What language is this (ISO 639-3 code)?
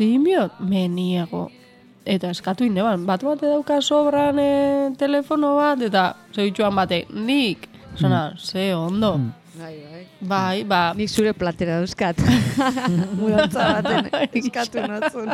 eus